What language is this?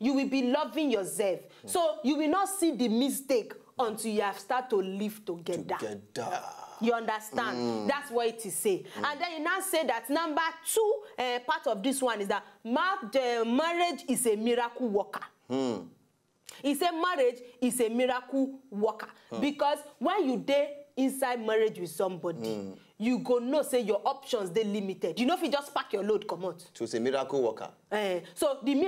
Nigerian Pidgin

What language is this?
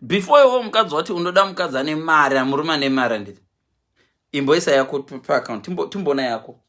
Shona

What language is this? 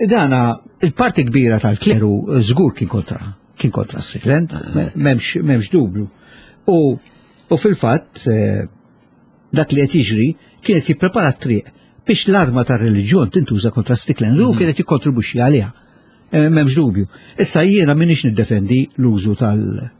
Maltese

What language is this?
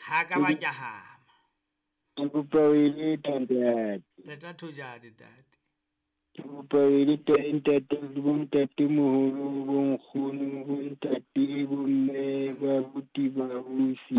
Southern Sotho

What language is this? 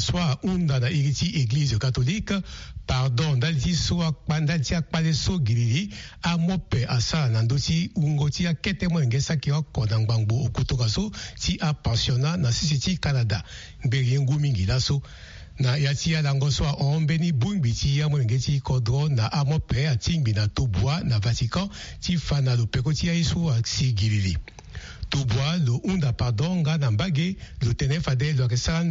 Sango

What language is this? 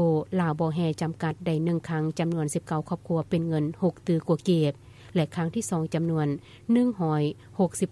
Lao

